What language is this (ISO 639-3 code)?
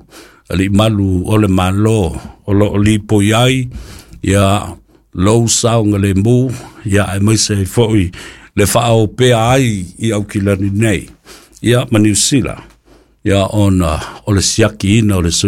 smo